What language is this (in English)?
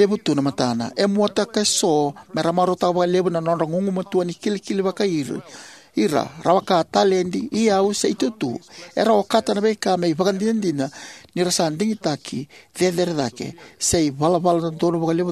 Fijian